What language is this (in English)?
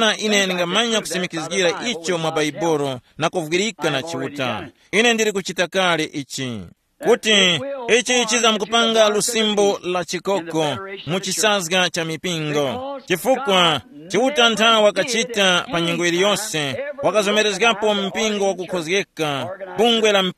Tumbuka